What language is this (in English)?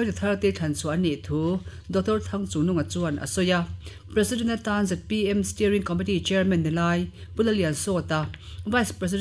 Mizo